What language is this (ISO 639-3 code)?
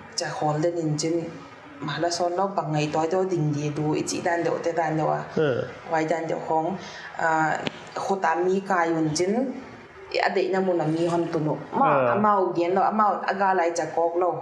pck